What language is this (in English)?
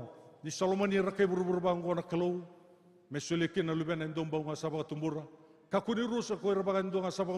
Fijian